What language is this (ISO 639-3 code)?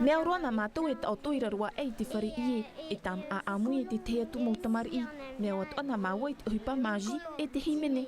tah